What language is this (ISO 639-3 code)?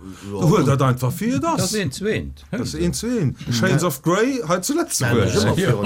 ltz